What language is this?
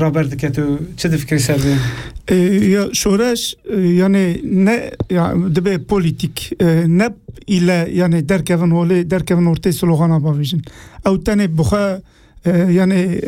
Kurdish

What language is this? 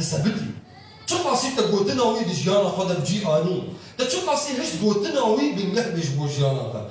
Kurdish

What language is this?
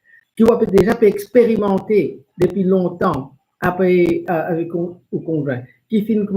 Morisyen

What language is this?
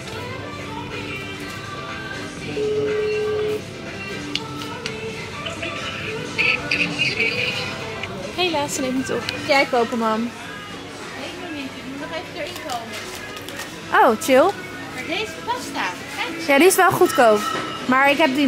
Dutch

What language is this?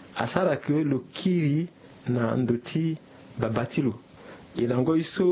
Sango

